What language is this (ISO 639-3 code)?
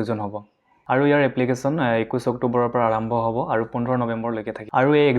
asm